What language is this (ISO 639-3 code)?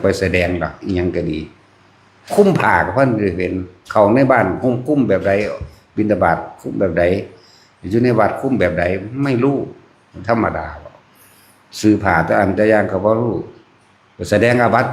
tts